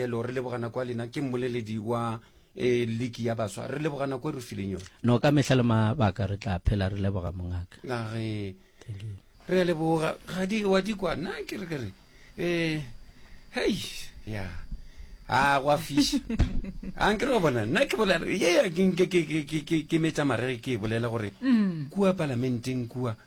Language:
Northern Sotho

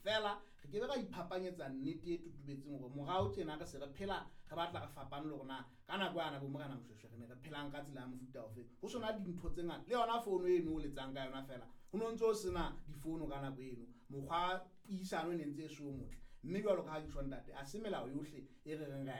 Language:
Southern Sotho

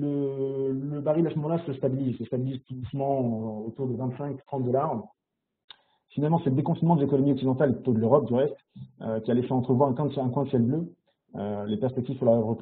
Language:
French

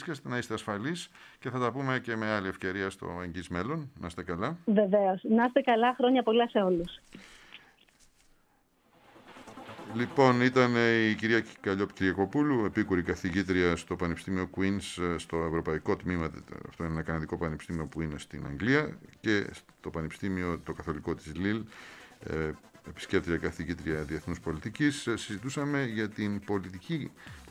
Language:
Greek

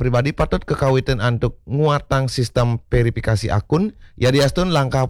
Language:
Balinese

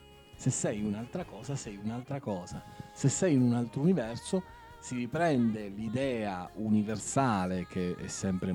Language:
Italian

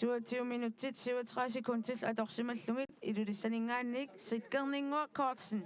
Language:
Kalaallisut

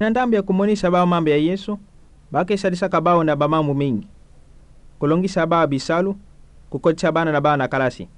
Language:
Kituba (Democratic Republic of Congo)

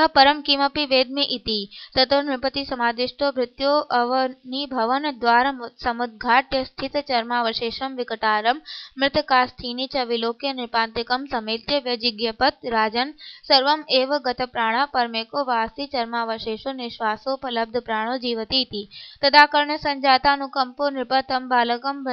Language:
Sanskrit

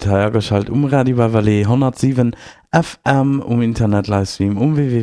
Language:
Luxembourgish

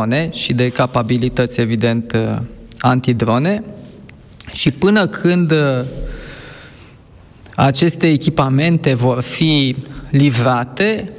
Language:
Romanian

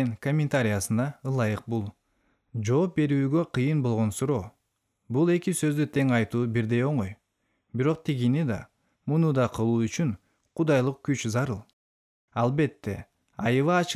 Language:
Kyrgyz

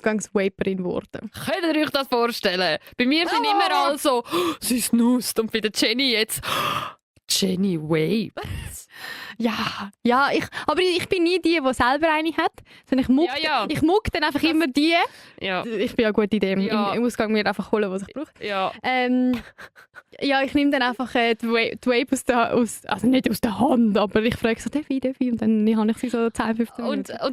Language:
Swiss German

